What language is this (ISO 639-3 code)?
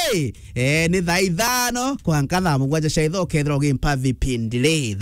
mer